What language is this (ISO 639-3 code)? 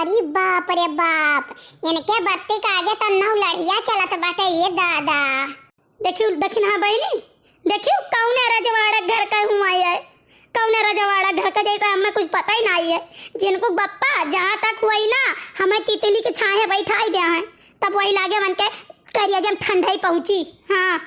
awa